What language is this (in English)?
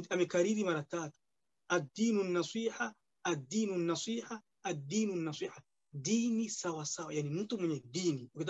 Swahili